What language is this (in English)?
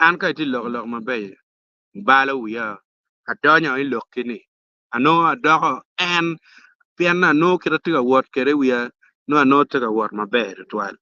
Acoli